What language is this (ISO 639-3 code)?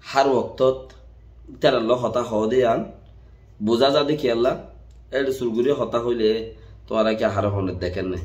rhg